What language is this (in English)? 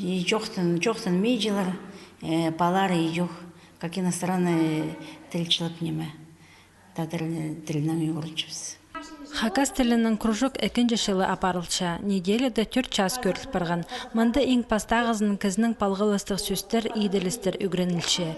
Khakas